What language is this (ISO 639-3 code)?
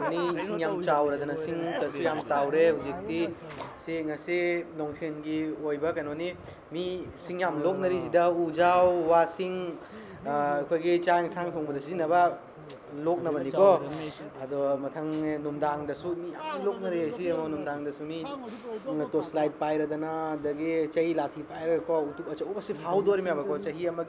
mni